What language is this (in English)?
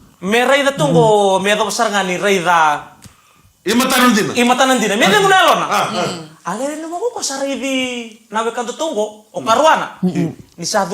Fijian